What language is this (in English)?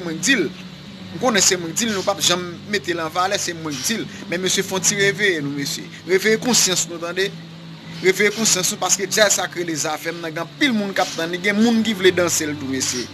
Haitian Creole